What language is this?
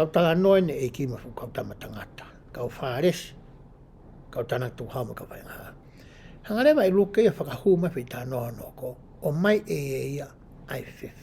Tongan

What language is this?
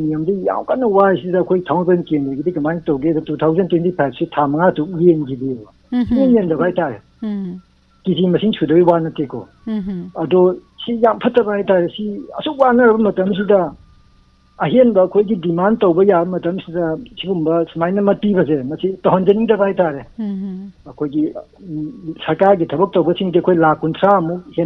Manipuri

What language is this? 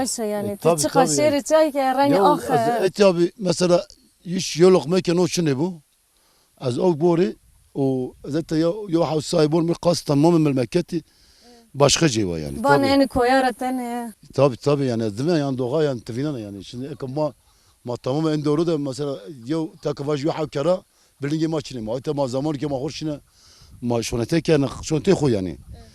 Zaza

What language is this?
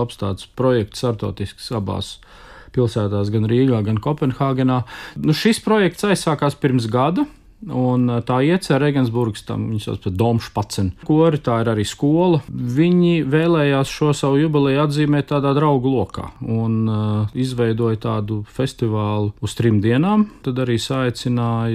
Latvian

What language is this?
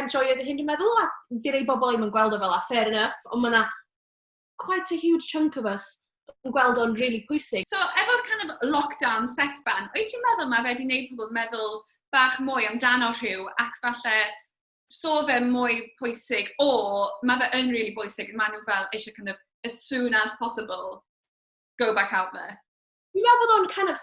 Welsh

